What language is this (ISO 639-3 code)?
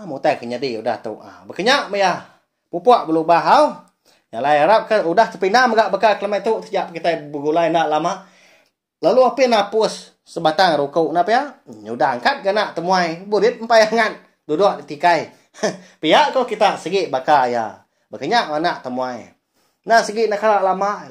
iba